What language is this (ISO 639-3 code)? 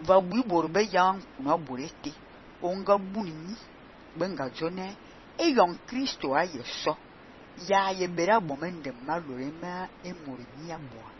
fan